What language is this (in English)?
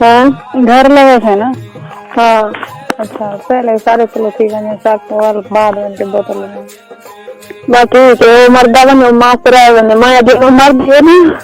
Saraiki